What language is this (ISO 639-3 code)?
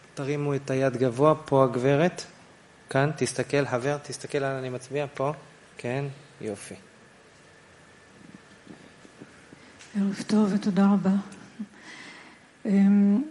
heb